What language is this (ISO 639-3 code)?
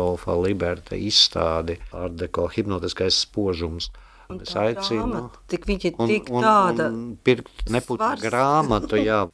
lav